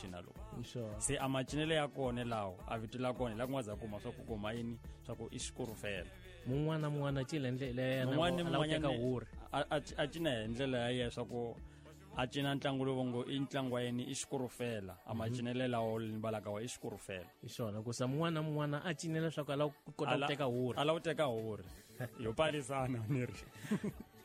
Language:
Tsonga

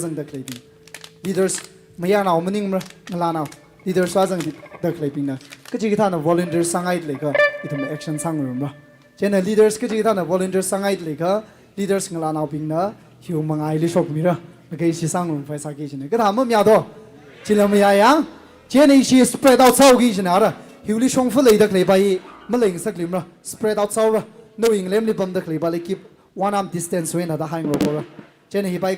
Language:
Tangkhul Naga (India)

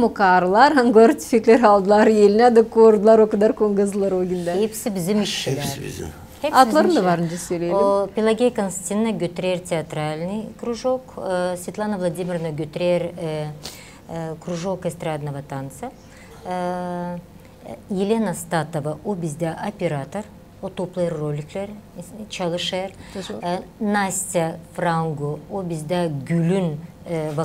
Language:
Gagauz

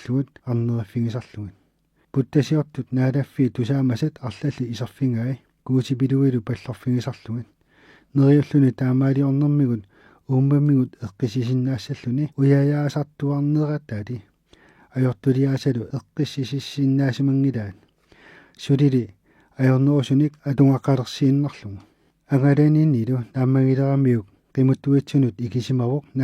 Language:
Kalaallisut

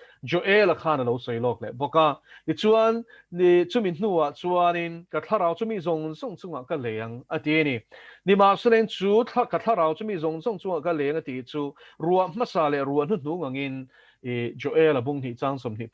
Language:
Mizo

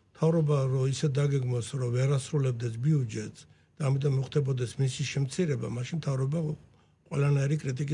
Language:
Georgian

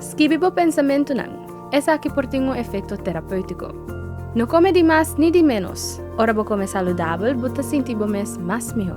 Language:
Papiamento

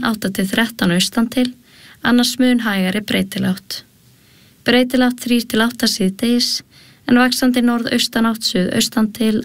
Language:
Icelandic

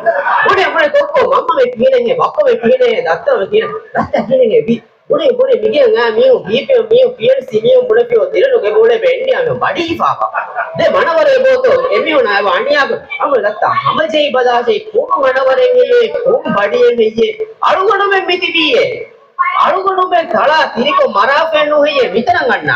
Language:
Divehi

